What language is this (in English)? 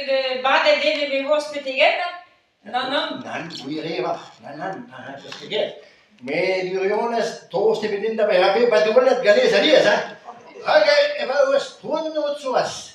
Breton